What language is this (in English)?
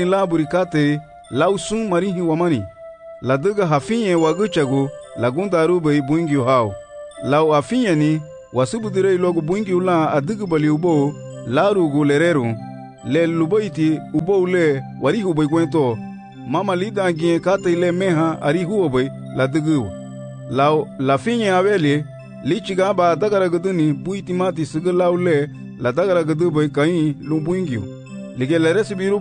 Garifuna